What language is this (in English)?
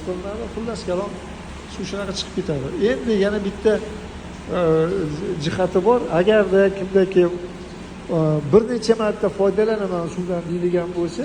Uzbek